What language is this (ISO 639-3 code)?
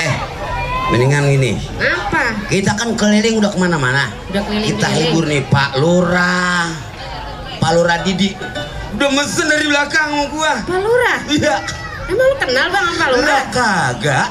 bew